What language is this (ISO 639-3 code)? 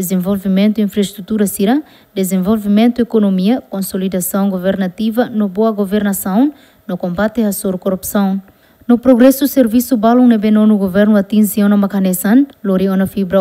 tet